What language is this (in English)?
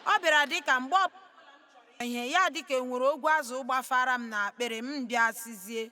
Igbo